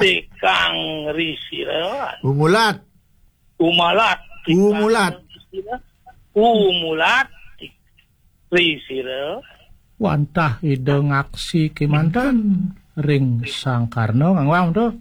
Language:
Balinese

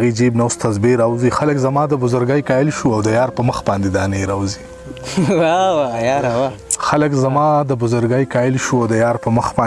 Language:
Pashto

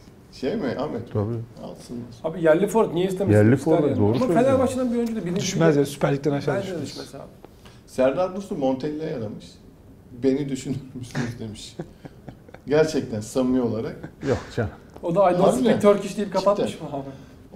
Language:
Turkish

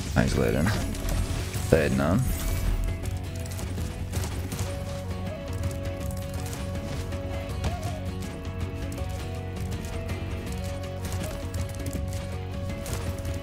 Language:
Czech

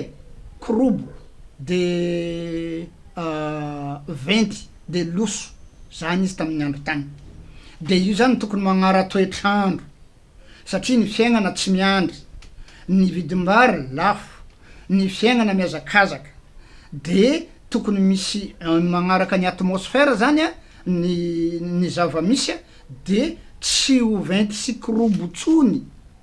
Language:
Malagasy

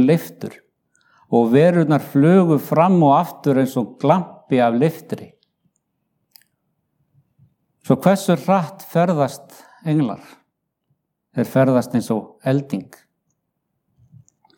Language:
Icelandic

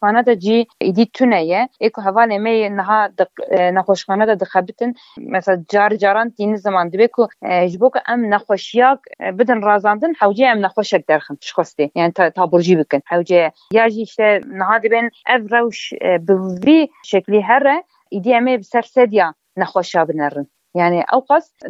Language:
Kurdish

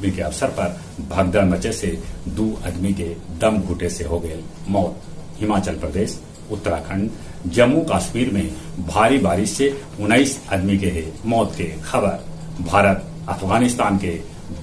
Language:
Magahi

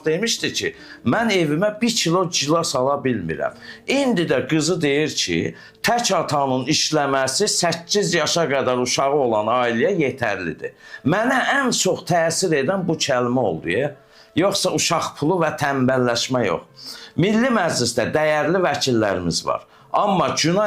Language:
Azerbaijani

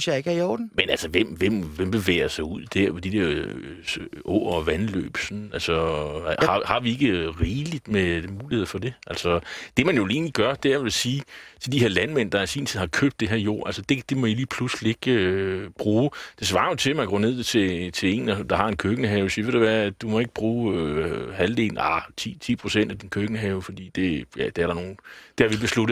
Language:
Danish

